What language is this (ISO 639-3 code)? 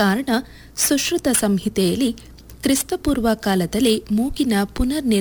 kan